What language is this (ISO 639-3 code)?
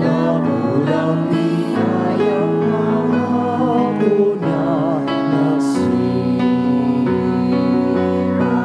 bik